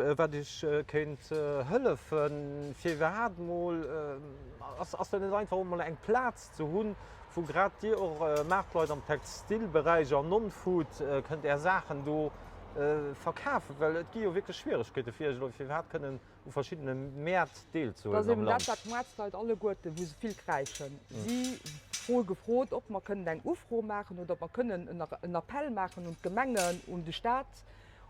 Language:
Luxembourgish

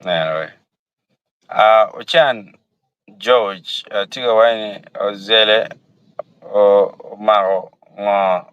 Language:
Acoli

